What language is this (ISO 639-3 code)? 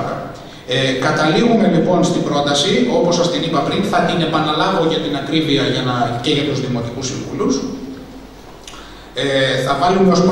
ell